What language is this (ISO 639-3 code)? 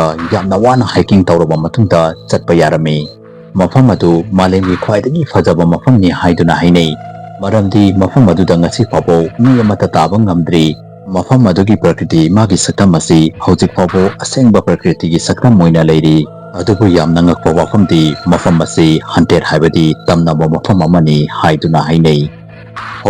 mni